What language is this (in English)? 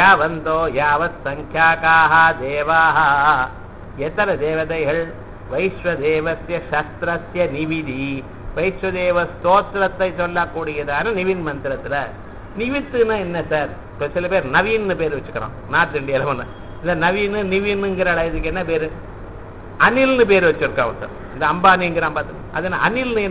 Tamil